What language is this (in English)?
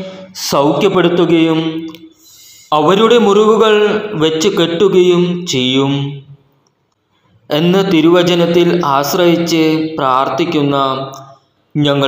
Malayalam